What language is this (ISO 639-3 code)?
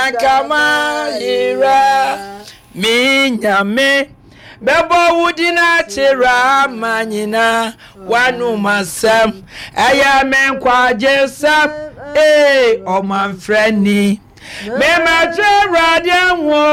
aka